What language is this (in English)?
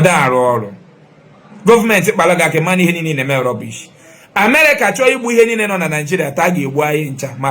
Igbo